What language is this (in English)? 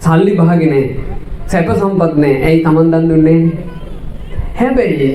Sinhala